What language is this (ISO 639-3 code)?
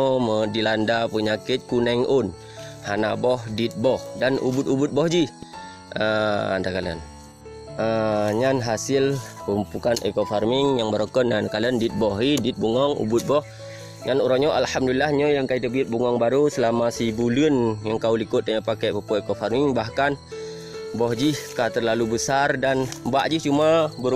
ace